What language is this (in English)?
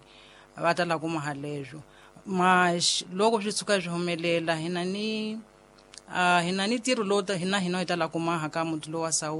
Tsonga